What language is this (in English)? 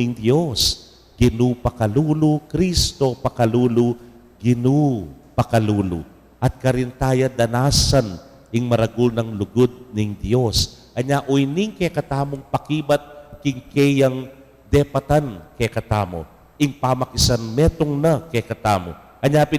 Pampanga